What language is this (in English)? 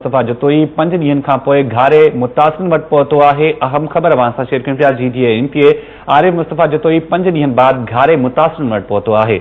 Sindhi